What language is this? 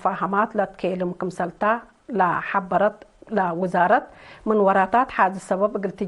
Tigre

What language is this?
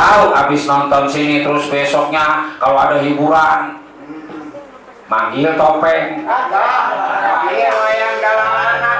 Betawi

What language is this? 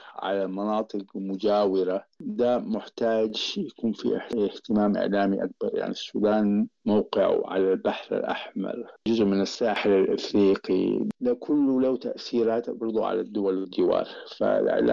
Sudanese Arabic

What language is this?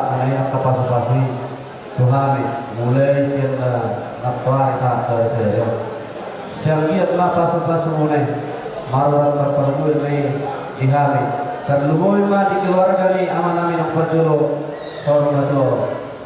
Batak Toba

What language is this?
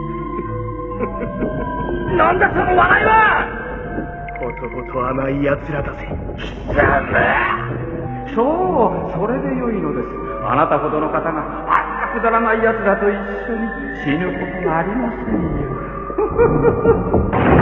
Japanese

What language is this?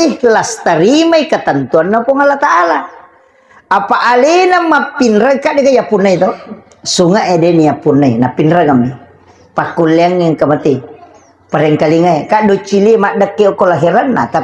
Buginese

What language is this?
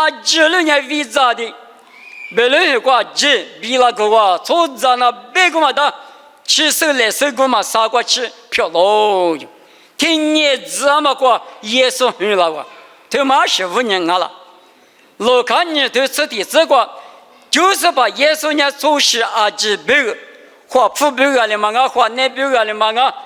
Lisu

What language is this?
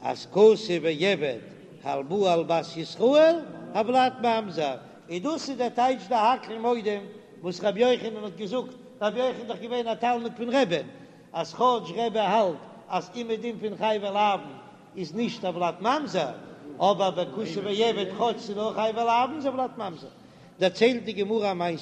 Yiddish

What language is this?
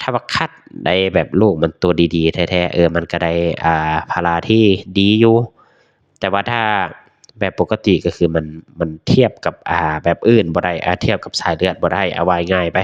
Lao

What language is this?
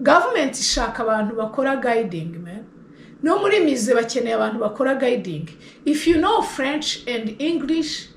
Kinyarwanda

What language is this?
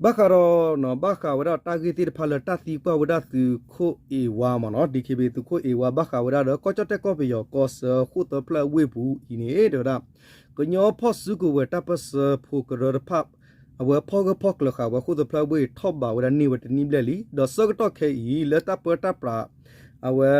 S'gaw Karen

